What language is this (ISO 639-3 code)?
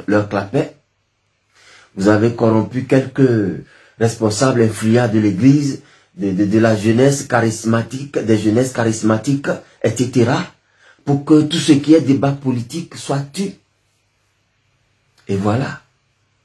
fra